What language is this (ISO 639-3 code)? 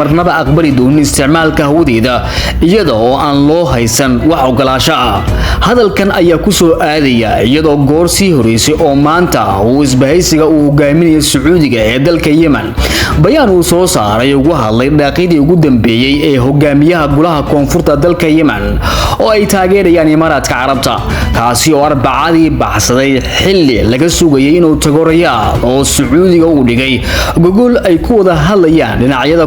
som